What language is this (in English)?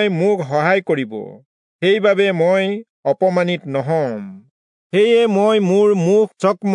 Assamese